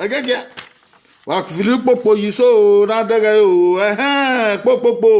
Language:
Bini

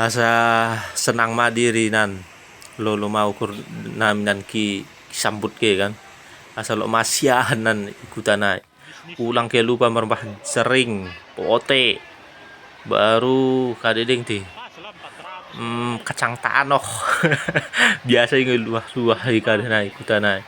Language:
Batak Dairi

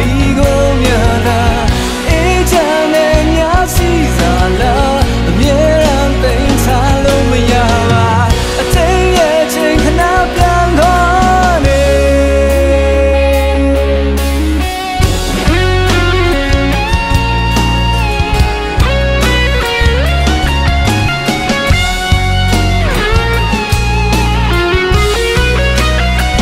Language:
Burmese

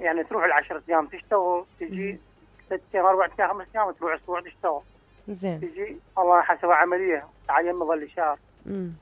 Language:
Mesopotamian Arabic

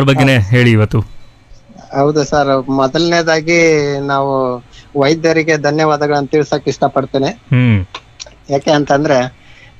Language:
Kannada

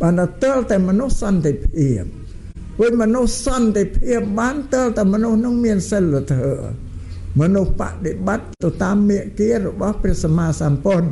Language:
Khmer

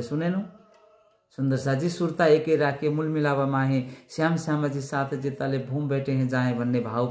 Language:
Nepali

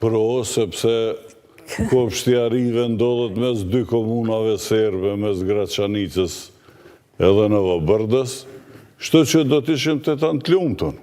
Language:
Albanian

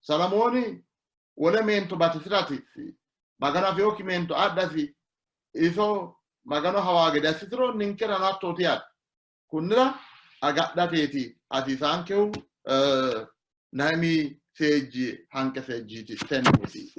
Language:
Sidamo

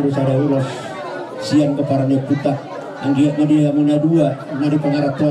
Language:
Batak Toba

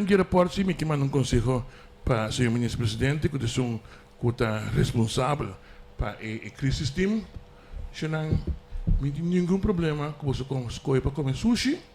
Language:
Papiamento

